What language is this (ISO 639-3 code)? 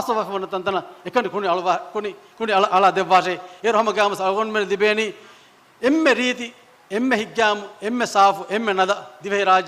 div